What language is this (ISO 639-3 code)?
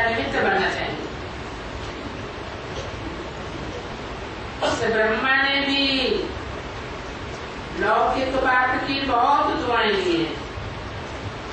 hin